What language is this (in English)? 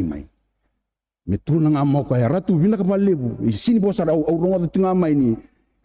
Fijian